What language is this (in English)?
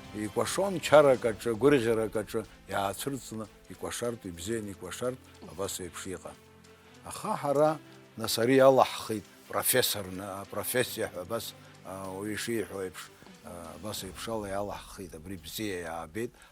Abkhazian